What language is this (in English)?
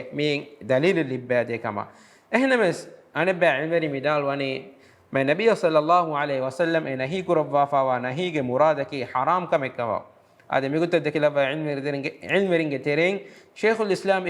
Divehi